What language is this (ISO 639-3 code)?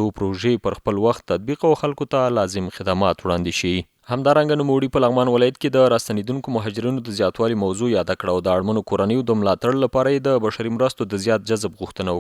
pus